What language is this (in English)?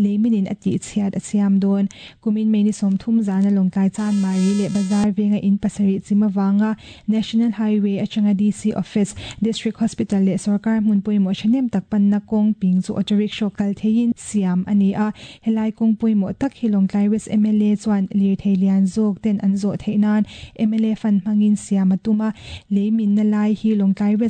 Mizo